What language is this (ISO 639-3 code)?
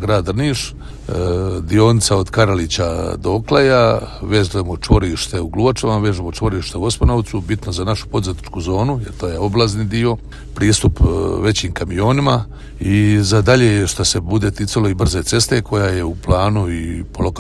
hrv